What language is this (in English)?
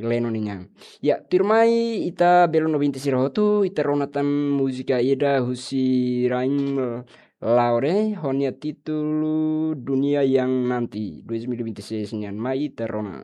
Tetum